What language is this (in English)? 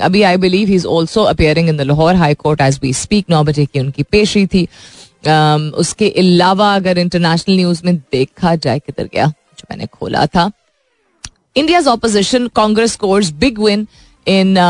Hindi